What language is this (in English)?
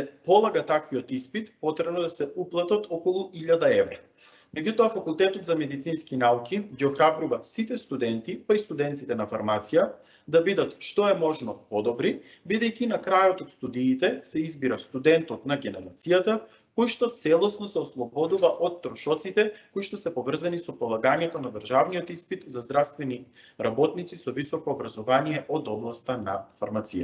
Macedonian